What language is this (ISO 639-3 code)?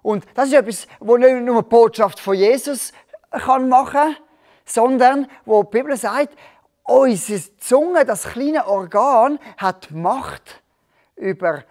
gsw